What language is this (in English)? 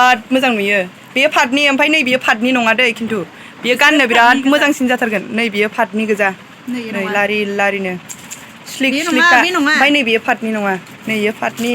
Bodo